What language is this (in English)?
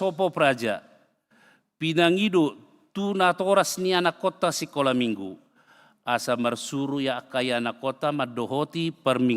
Batak Toba